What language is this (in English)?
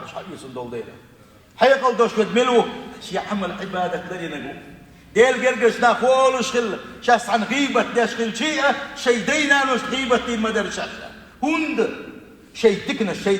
Chechen